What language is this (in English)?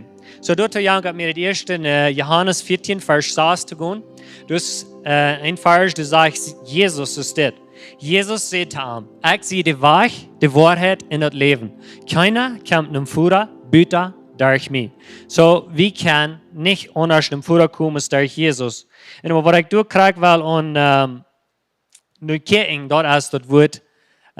Plautdietsch